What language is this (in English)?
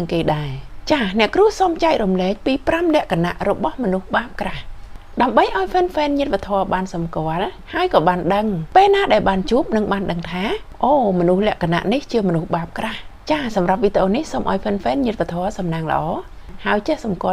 Khmer